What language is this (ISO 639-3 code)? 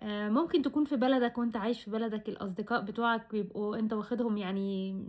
arz